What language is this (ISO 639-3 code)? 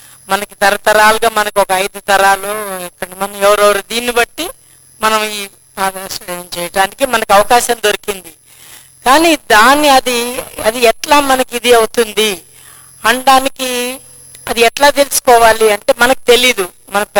tel